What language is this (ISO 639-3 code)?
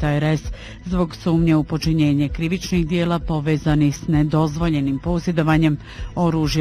bos